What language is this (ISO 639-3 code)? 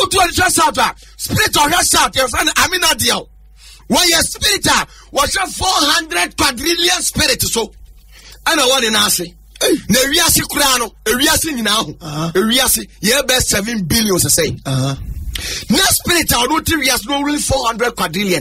aka